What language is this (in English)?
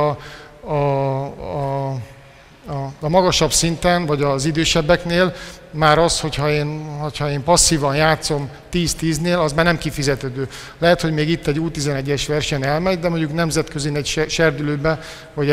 Hungarian